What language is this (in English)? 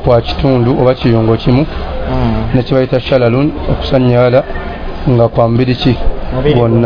Ganda